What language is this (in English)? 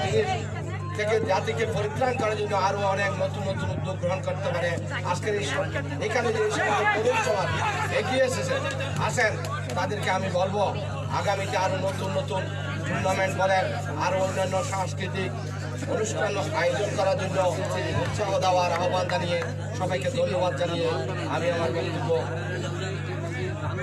Bangla